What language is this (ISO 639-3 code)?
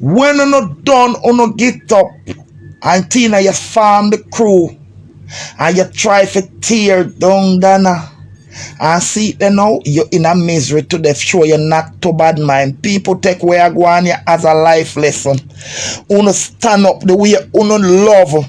jam